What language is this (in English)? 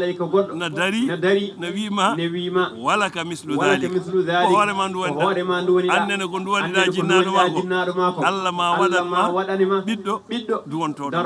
Fula